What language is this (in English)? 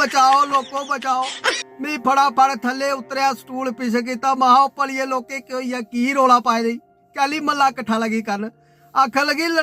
Dogri